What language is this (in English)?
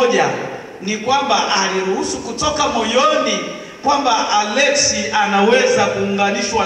Swahili